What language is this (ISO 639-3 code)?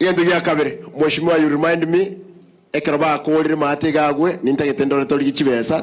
guz